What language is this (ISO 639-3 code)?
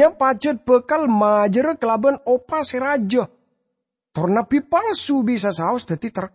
mad